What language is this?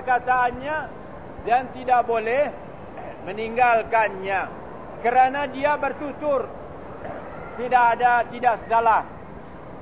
Malay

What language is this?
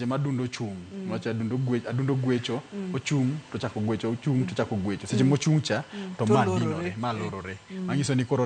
Luo (Kenya and Tanzania)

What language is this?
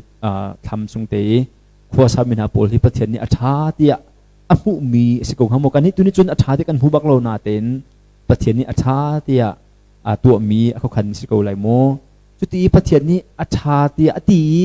Hakha Chin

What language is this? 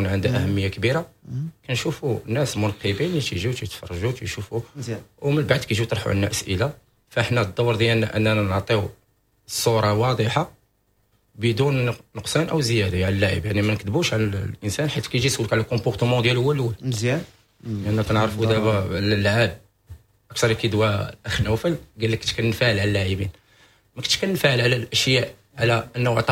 Moroccan Arabic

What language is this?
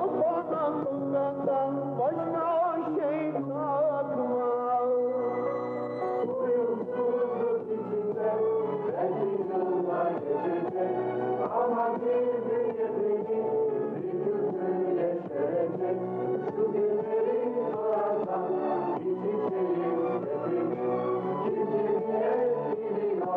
Turkish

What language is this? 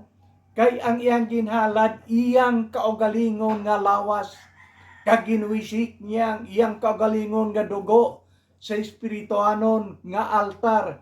Hiligaynon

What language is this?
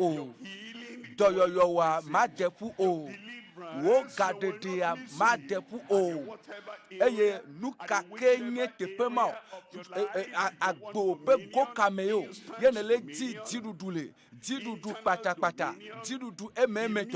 Ewe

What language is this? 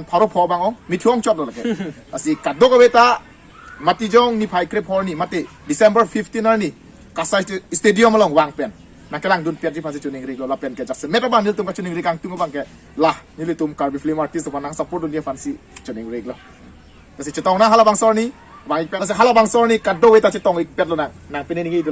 Karbi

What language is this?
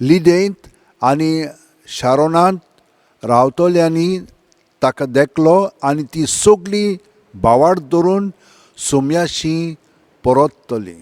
Konkani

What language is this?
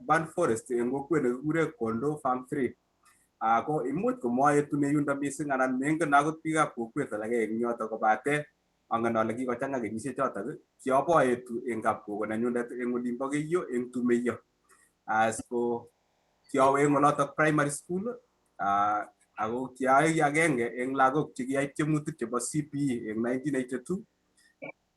Kalenjin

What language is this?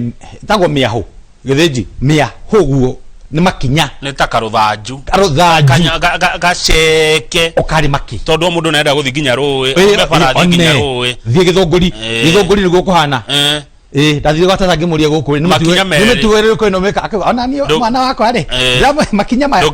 Kikuyu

